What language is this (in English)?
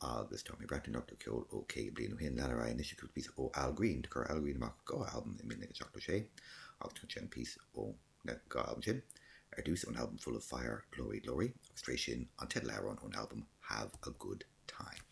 Irish